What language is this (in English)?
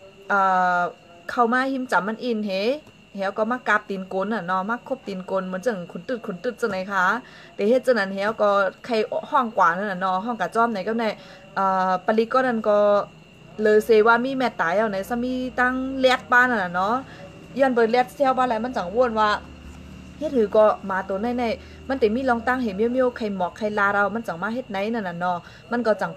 Shan